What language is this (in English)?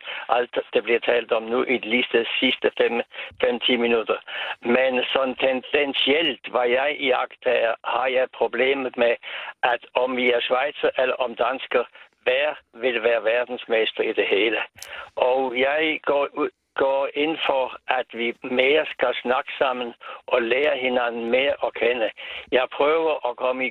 Danish